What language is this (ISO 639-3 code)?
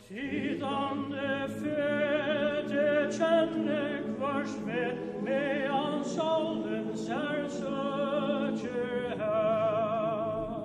fao